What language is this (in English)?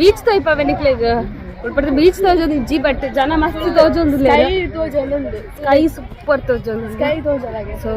Tulu